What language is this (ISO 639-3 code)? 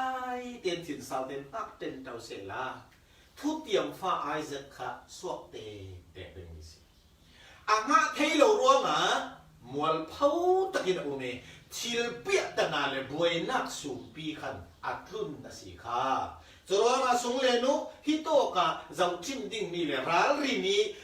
cfm